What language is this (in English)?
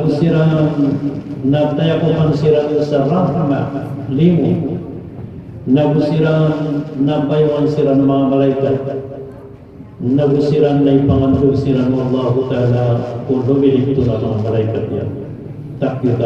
Maranao